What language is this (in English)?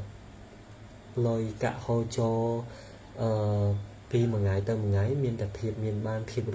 Khmer